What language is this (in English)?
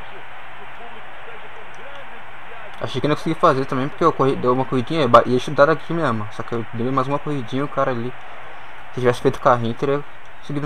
Portuguese